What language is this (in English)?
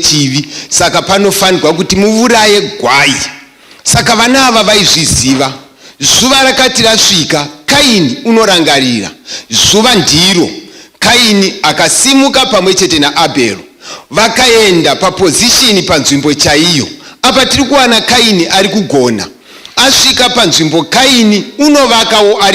Shona